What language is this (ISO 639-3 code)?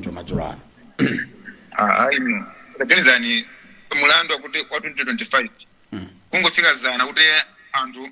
nya